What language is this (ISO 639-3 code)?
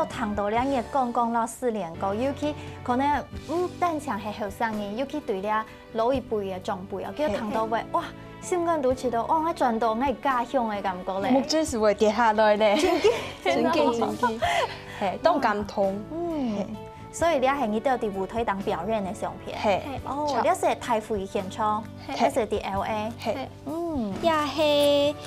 hak